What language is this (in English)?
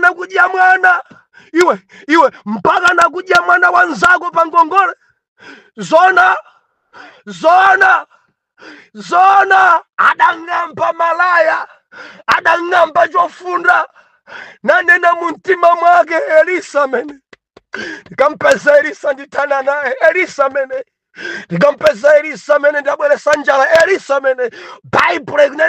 Nyanja